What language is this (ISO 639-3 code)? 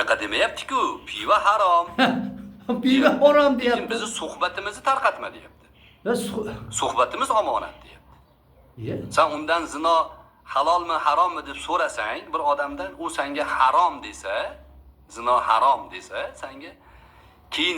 uzb